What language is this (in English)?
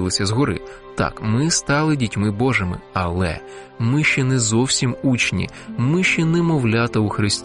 Ukrainian